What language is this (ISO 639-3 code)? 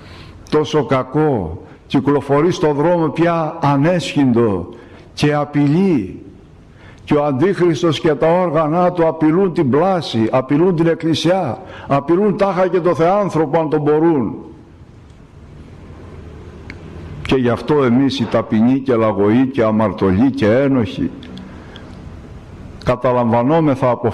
ell